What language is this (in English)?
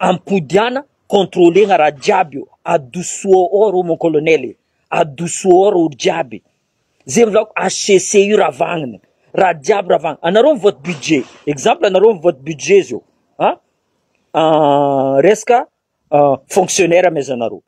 Malagasy